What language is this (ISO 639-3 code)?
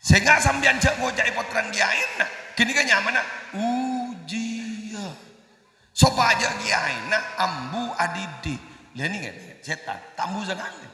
mad